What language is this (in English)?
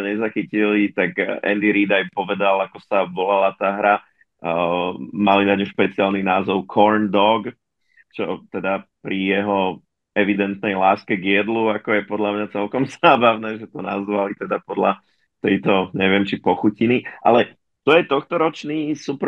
Slovak